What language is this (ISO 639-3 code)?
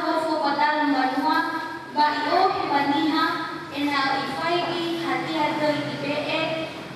nia